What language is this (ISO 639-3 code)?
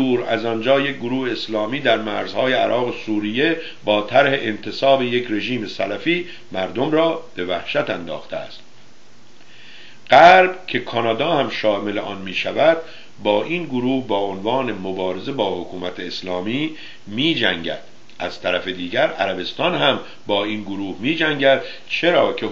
fas